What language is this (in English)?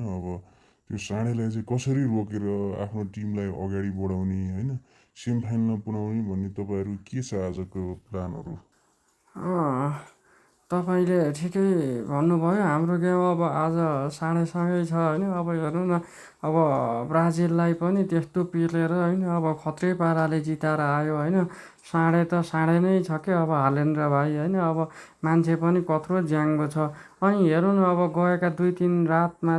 Nepali